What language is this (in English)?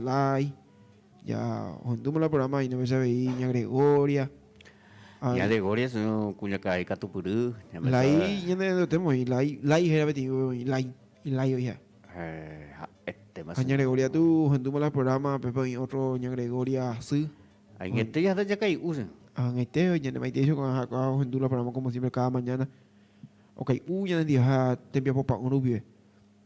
Guarani